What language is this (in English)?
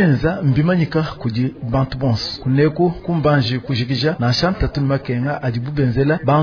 Luba-Lulua